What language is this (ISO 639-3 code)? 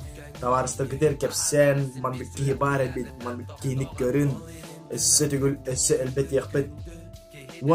sah